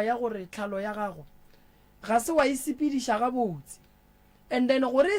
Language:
Northern Sotho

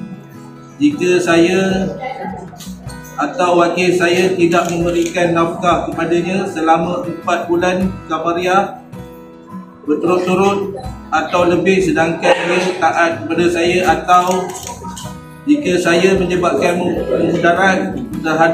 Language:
Malay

